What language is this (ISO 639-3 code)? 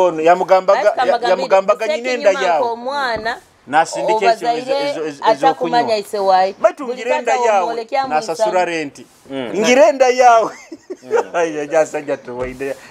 nyo